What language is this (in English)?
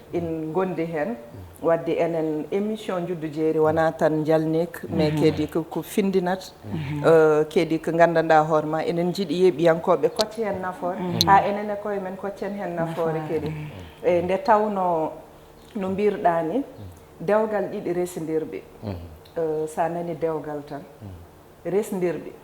Fula